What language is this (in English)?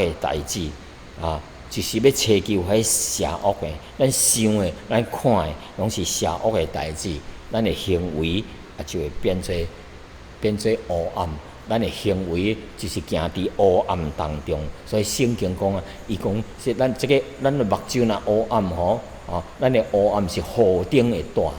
Min Nan Chinese